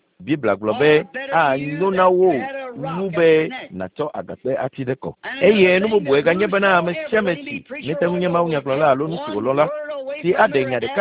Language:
Ewe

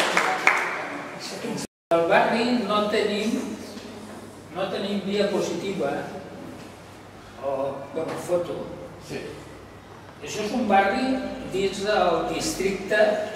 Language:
Catalan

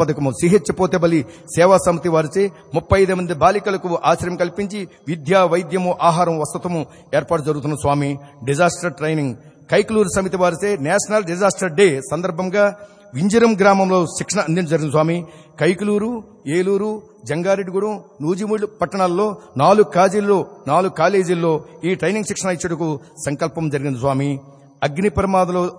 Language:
Telugu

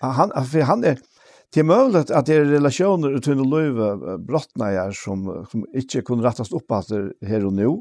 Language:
Faroese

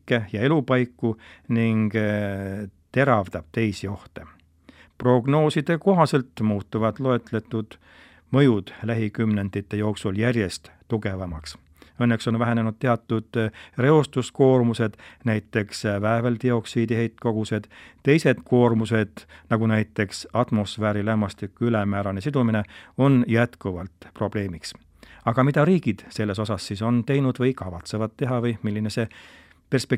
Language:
Estonian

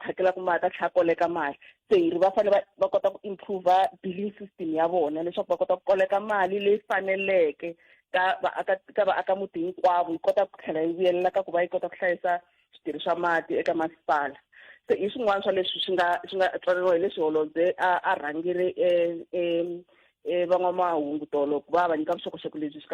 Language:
Tsonga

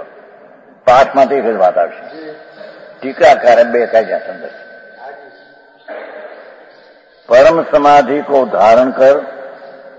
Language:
Gujarati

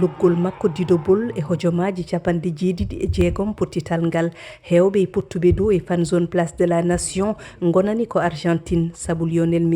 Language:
Fula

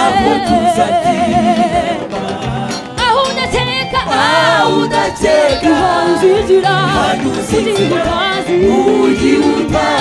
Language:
Kinyarwanda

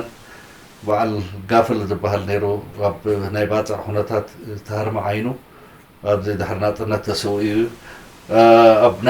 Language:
Tigrinya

